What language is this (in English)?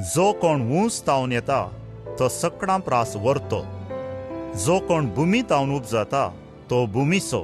Konkani